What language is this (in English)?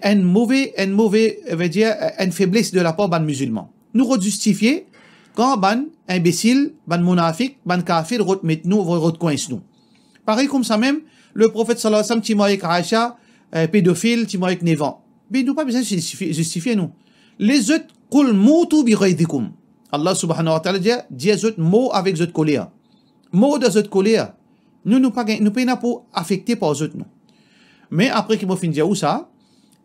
Morisyen